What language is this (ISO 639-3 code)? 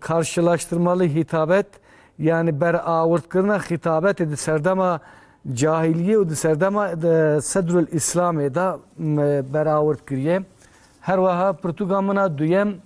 kur